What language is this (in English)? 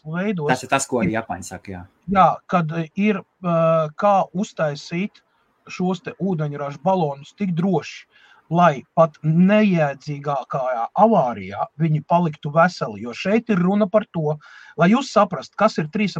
Latvian